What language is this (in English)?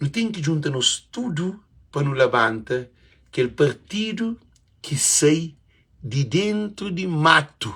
Kabuverdianu